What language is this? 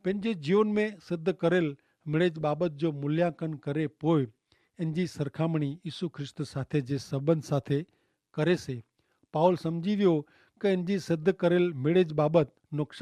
Kachhi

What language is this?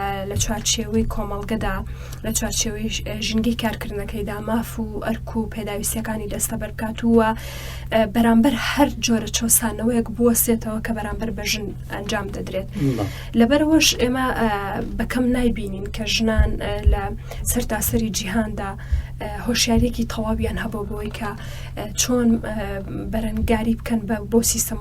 Central Kurdish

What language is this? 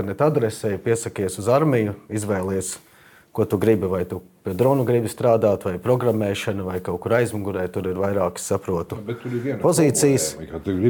Latvian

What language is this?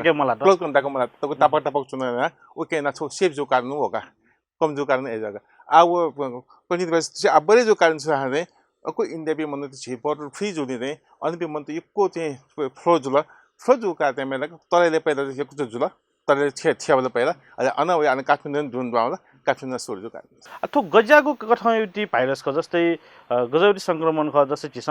Newari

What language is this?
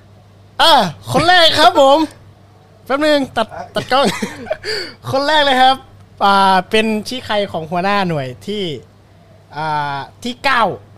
Thai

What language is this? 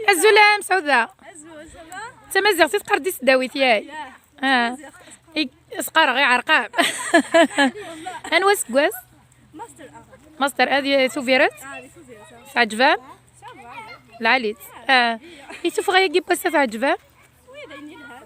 Kabyle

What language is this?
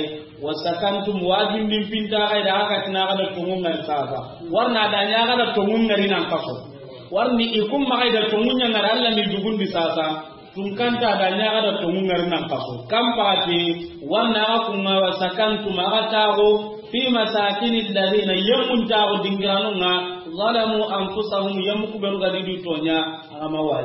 Soninke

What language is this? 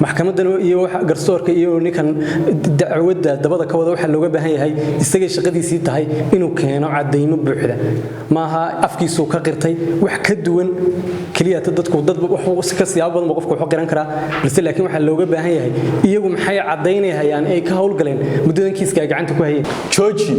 Somali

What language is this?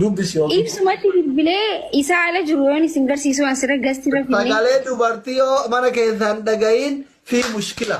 Oromo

